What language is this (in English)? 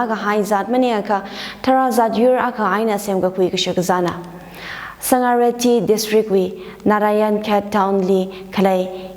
Tangkhul Naga (India)